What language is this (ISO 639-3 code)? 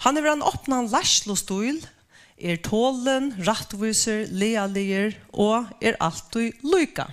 fao